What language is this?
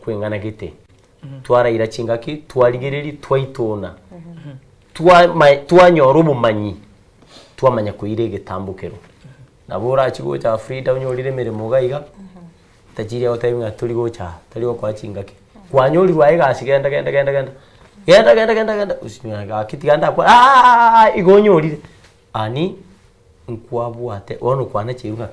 Gusii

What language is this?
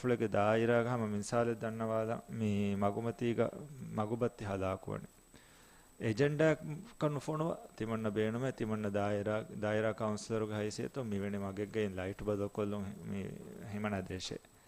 Divehi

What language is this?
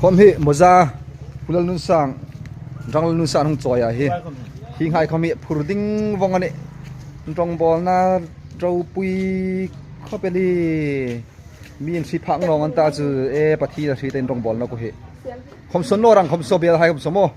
Hmar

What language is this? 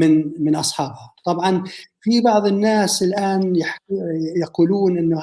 North Levantine Arabic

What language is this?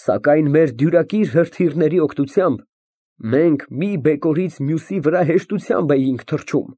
Armenian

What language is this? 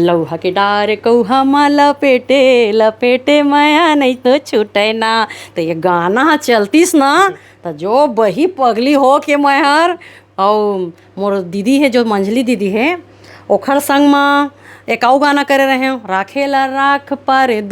Chhattisgarhi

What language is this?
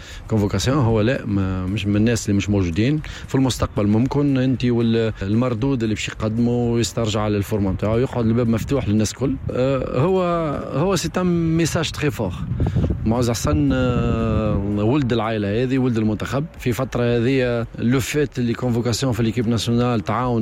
Tunisian Arabic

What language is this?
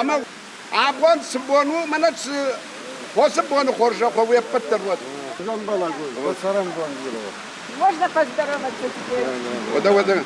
Ossetic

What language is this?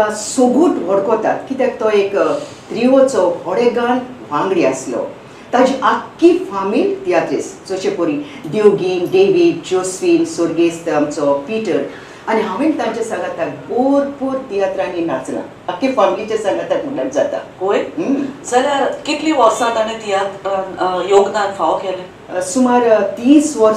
Konkani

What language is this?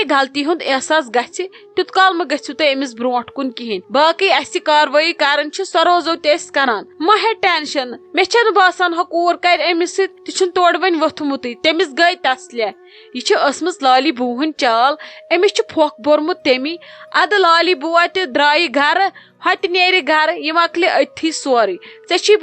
Kashmiri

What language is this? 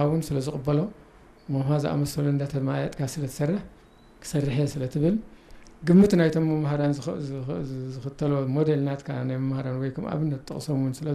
Tigrinya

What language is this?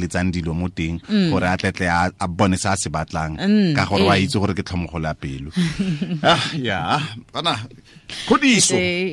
Tswana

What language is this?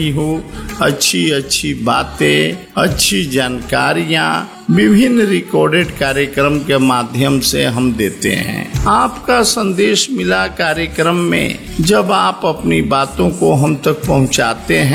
Hindi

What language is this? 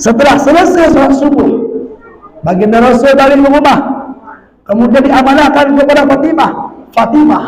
Batak Alas-Kluet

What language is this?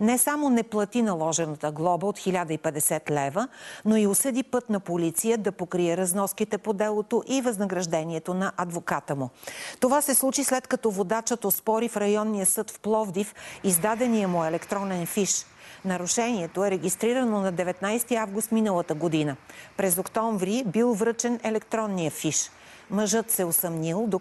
Bulgarian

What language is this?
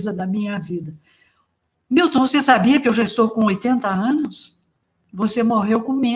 Portuguese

